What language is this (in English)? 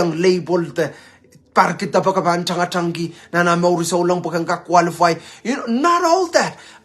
Pohnpeian